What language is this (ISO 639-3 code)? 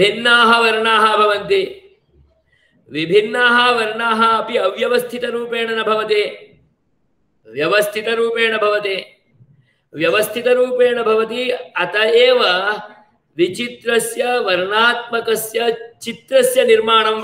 san